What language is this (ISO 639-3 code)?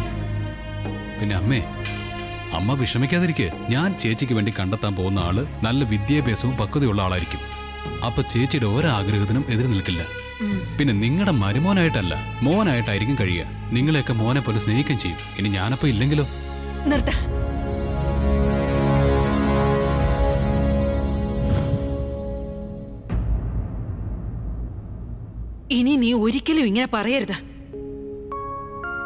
mal